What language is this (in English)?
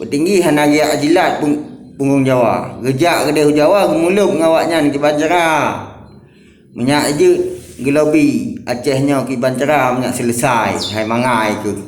Achinese